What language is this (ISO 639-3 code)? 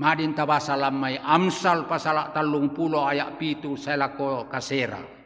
sda